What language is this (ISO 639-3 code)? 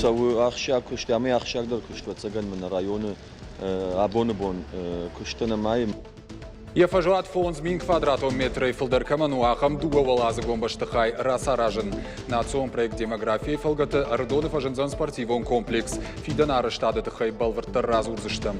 oss